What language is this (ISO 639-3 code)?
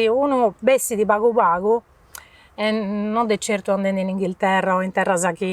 srd